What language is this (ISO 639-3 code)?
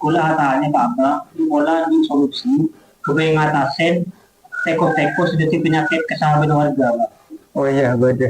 mad